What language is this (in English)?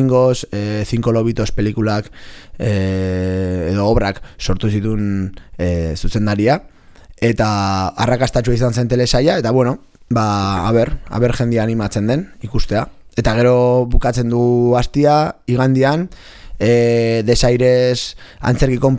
Basque